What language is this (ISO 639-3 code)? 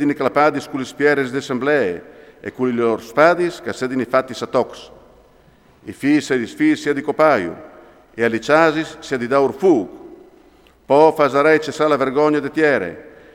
fur